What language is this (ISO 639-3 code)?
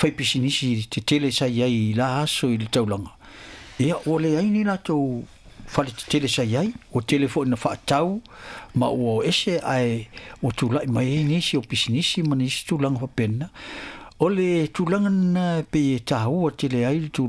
smo